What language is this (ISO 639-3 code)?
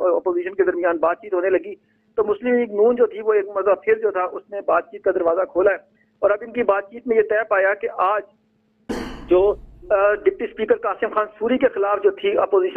urd